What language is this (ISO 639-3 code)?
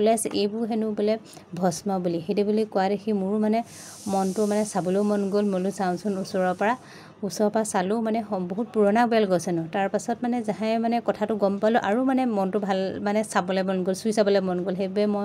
asm